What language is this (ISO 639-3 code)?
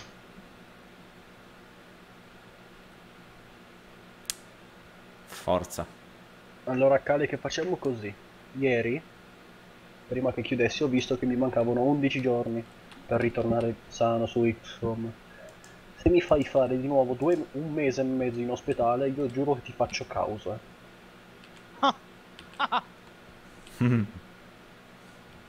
ita